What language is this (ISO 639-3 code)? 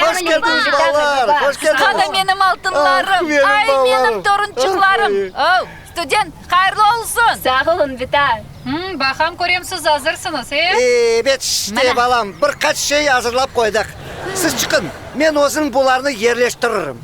crh